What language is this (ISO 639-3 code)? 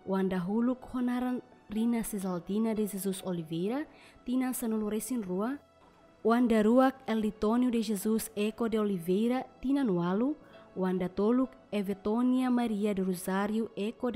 tet